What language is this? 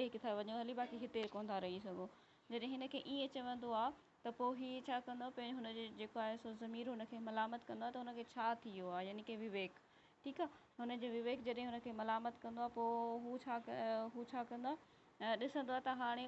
Sindhi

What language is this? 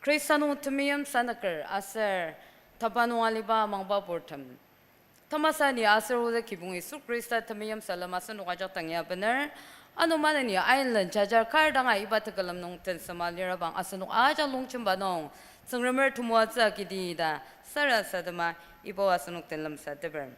Ao Naga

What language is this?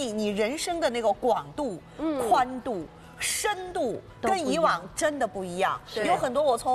Chinese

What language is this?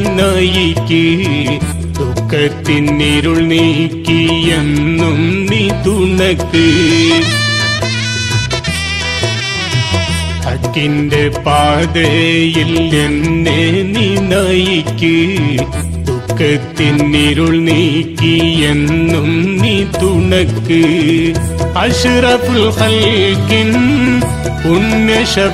Malayalam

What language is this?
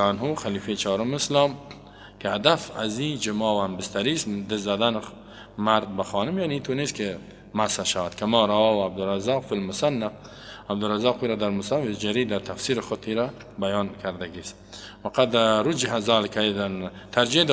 Persian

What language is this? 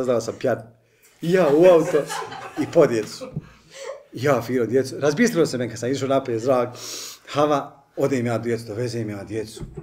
Bosnian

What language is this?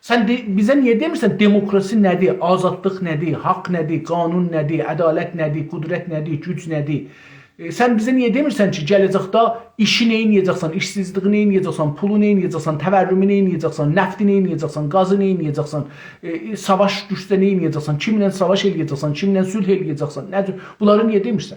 South Azerbaijani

